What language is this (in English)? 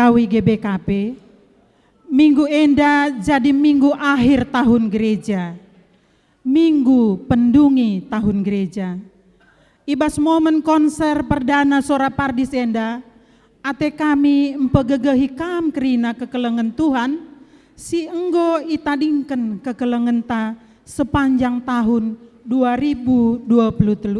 Batak Karo